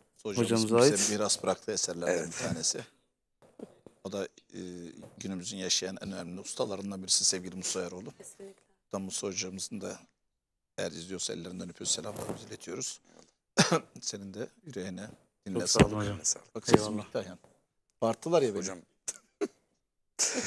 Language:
Turkish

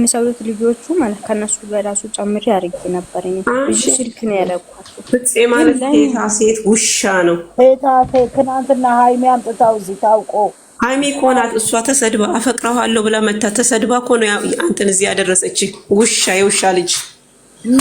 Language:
Amharic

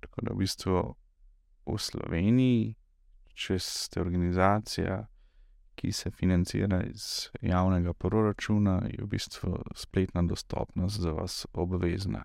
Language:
Slovenian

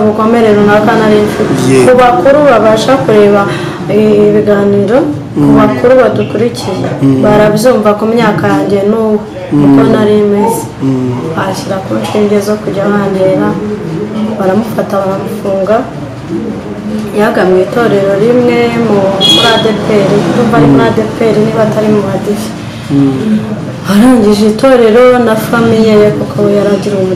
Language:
Kinyarwanda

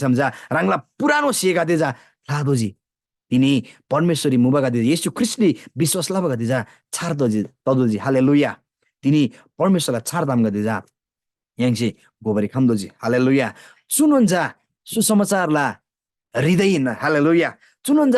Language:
Eastern Tamang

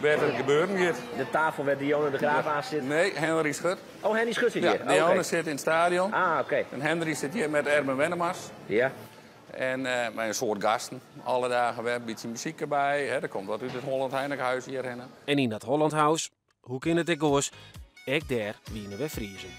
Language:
Western Frisian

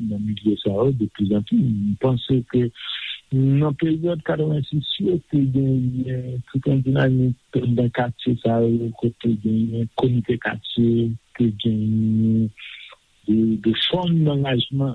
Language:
Haitian Creole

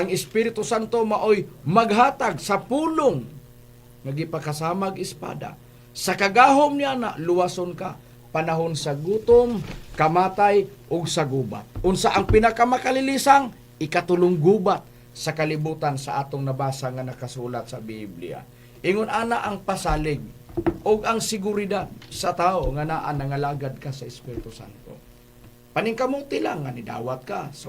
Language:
Cebuano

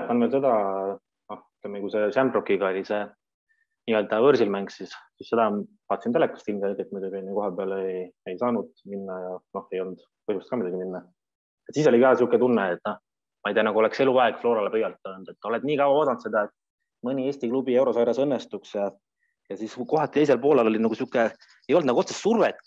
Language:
Estonian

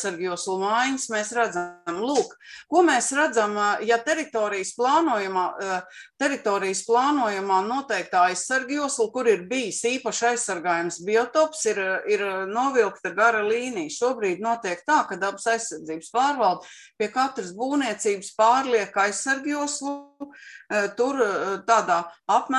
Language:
Latvian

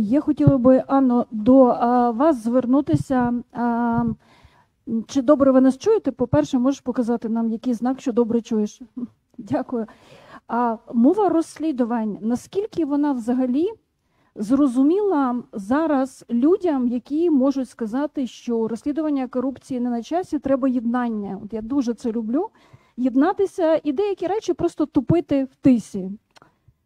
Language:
Ukrainian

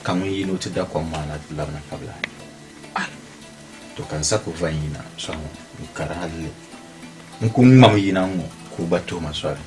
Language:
Dagbani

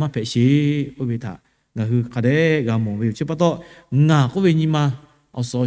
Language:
Lahu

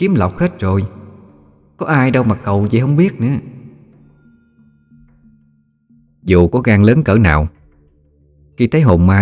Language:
Vietnamese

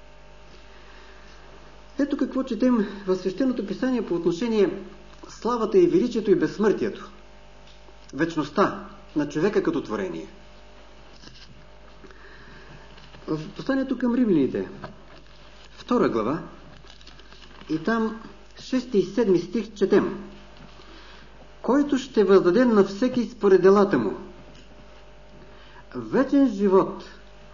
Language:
Bulgarian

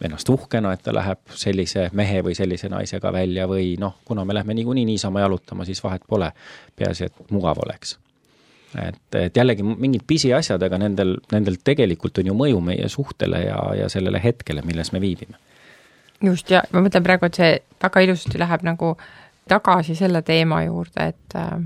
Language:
Estonian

